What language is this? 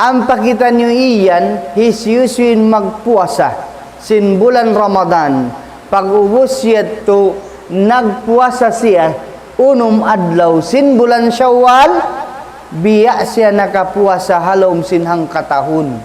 Tausug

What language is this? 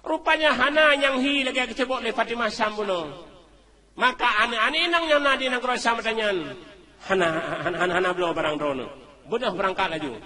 Achinese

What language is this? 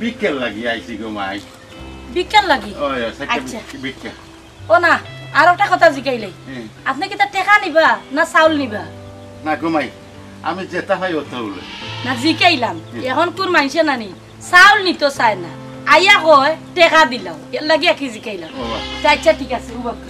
Sylheti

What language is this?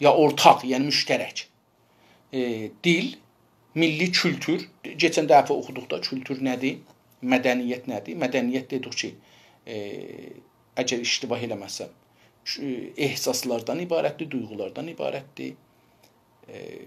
South Azerbaijani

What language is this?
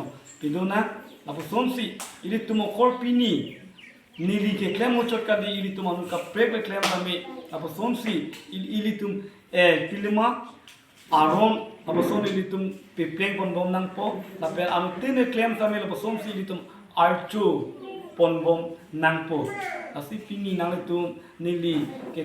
Karbi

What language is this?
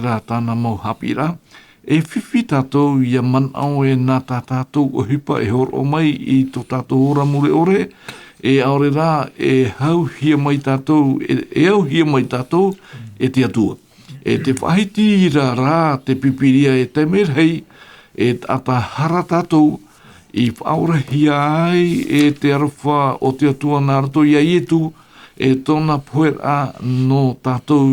Tahitian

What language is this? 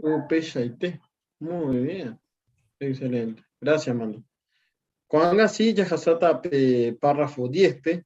Guarani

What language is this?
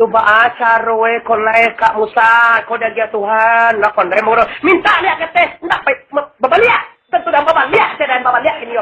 Minangkabau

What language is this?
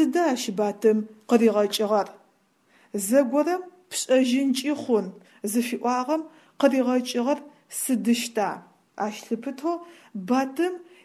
Adyghe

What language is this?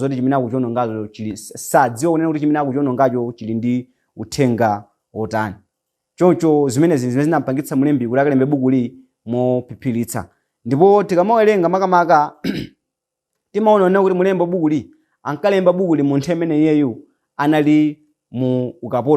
Nyanja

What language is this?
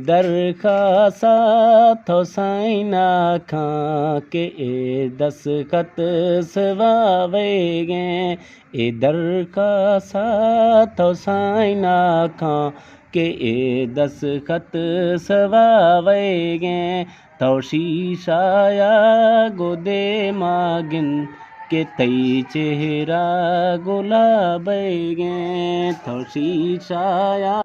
Eastern Balochi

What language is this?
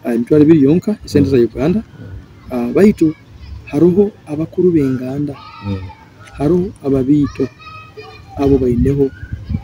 Nyoro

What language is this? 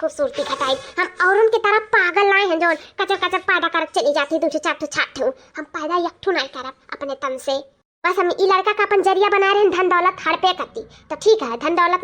Awadhi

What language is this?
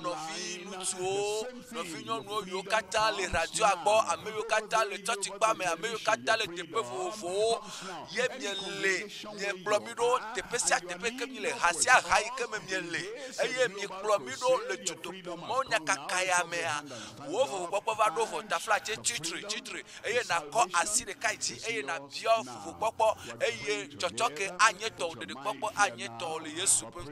Ewe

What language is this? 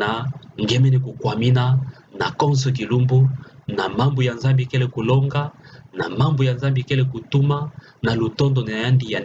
Kituba (Democratic Republic of Congo)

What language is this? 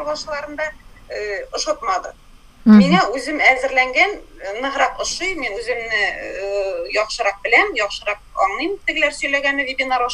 Tatar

